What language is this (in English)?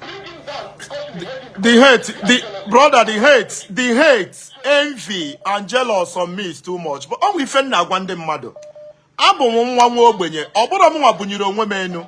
Igbo